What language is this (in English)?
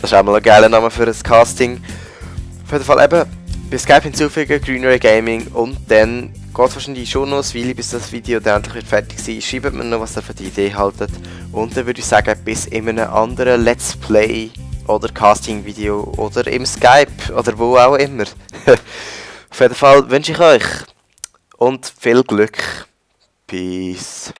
Swiss German